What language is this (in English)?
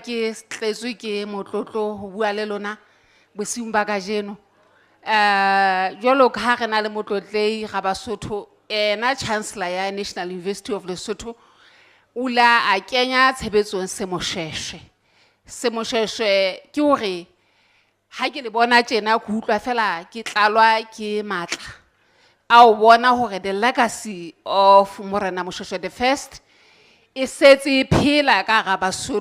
Southern Sotho